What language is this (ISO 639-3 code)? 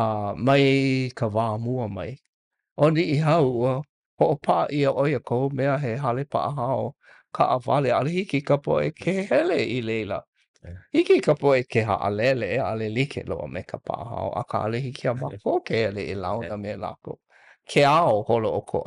haw